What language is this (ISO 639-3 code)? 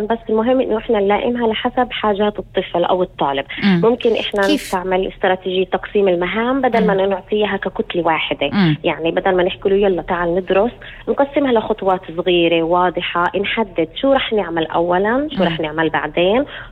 apc